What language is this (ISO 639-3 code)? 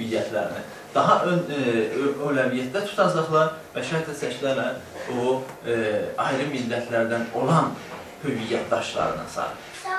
azb